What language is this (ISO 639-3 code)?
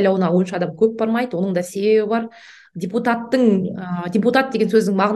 kaz